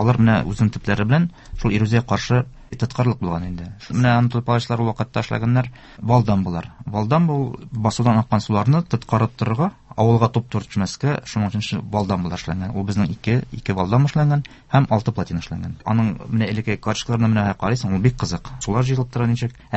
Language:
Tatar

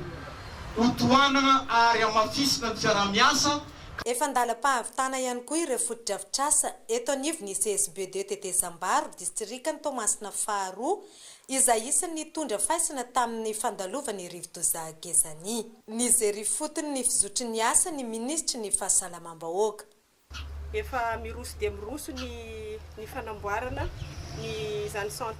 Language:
Malagasy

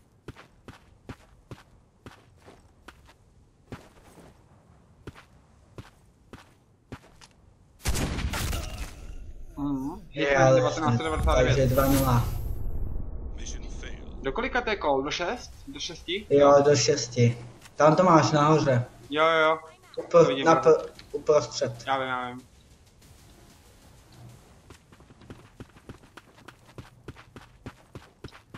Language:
Czech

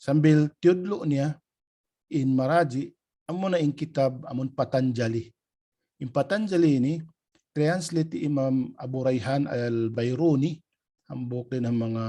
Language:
Tausug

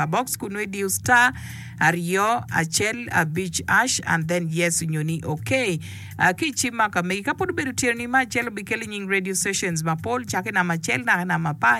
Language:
Acoli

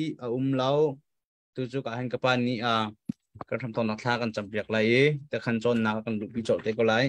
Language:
Hakha Chin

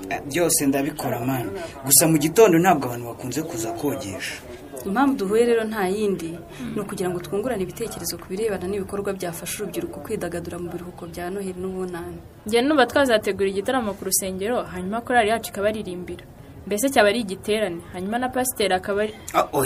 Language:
Kinyarwanda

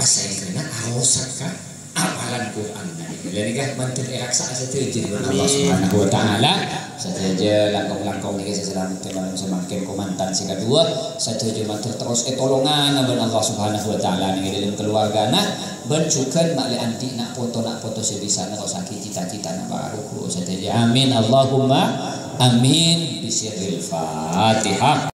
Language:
Madurese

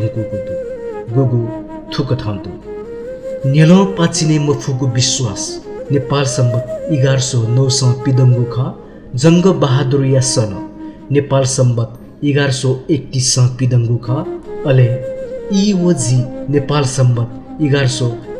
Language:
Newari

